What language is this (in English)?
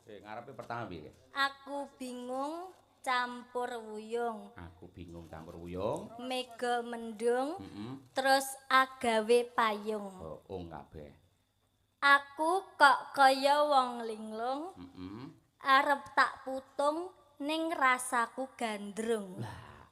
Javanese